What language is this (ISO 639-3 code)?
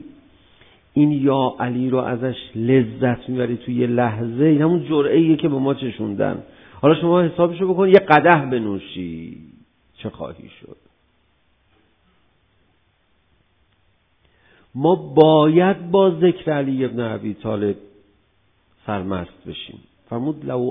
fas